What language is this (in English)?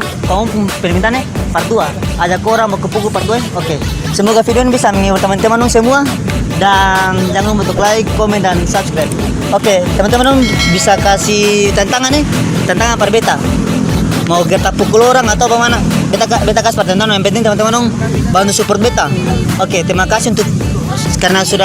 Ambonese Malay